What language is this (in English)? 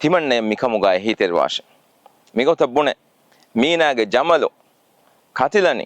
Divehi